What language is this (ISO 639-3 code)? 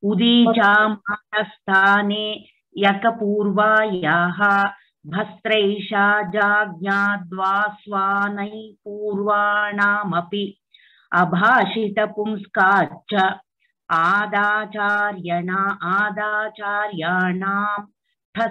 san